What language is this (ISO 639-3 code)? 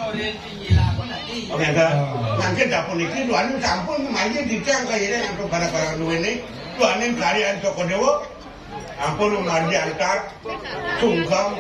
ban